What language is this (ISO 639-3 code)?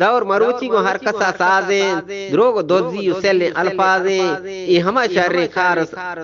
bgp